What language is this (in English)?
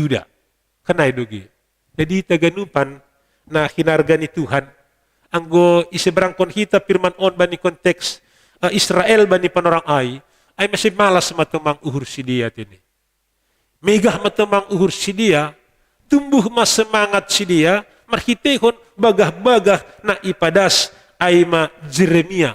Batak Simalungun